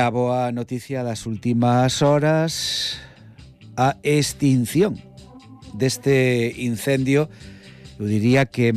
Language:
Galician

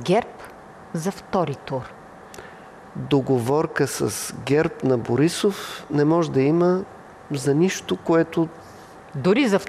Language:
Bulgarian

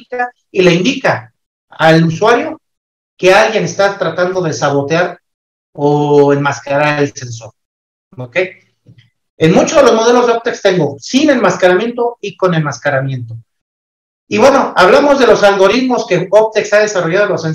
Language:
Spanish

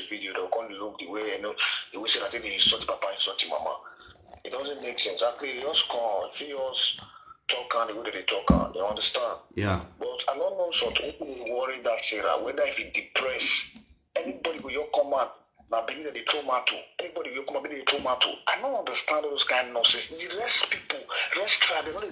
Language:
Nigerian Pidgin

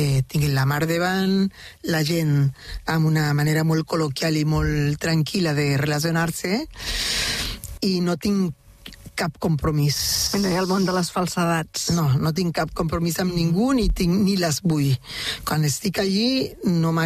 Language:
Catalan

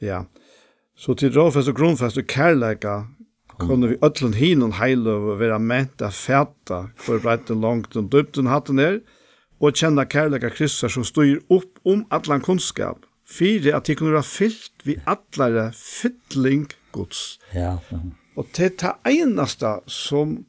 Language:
Faroese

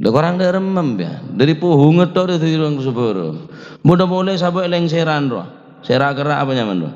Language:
Madurese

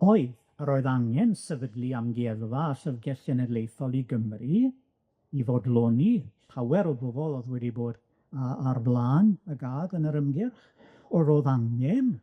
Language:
Welsh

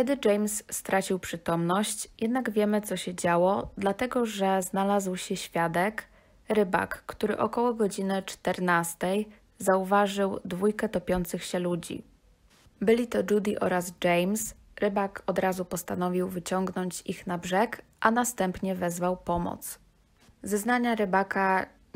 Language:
Polish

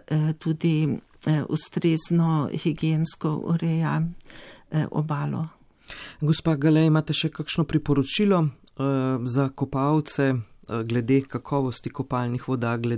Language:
Slovenian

